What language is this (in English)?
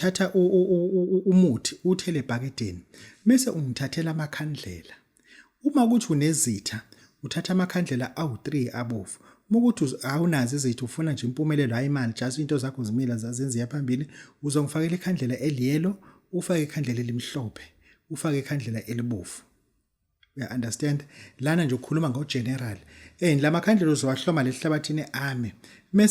Zulu